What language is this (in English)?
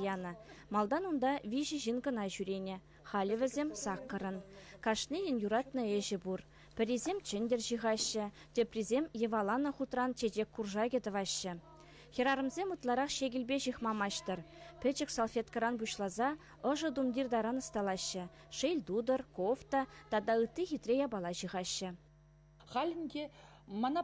Chuvash